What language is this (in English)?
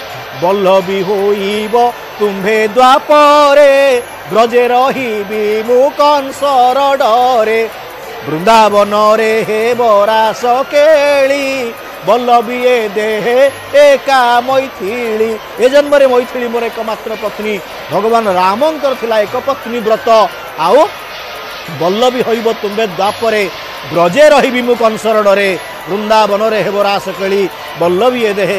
Odia